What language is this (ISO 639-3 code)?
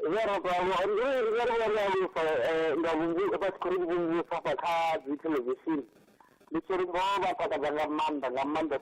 ven